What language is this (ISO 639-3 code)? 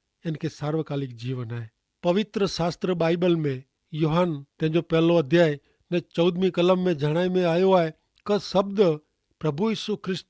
kfr